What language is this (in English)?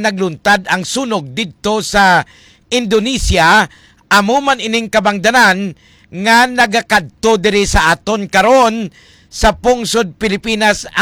Hiligaynon